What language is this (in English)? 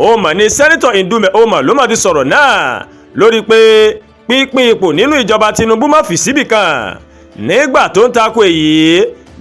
Yoruba